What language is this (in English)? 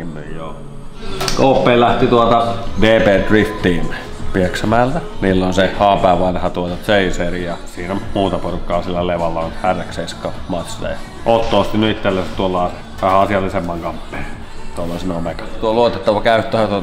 Finnish